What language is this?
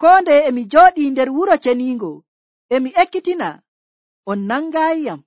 Nigerian Fulfulde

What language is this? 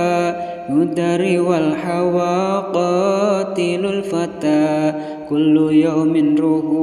Sundanese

